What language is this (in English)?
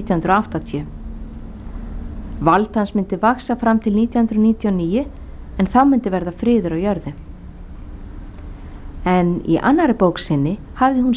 Icelandic